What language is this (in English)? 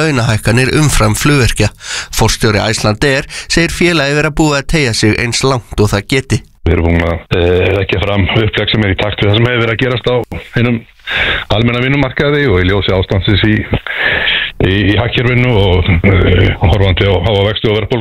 Icelandic